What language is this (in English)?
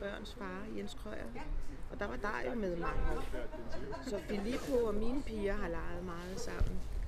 Danish